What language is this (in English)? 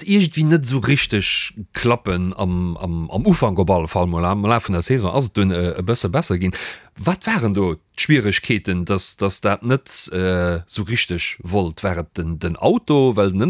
Luxembourgish